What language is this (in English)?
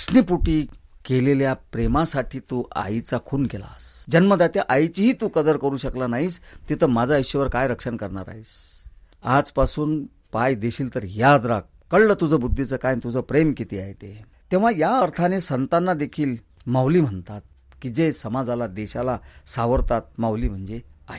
Marathi